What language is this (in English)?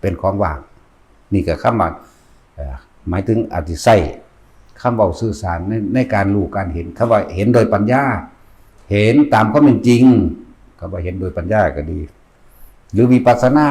Lao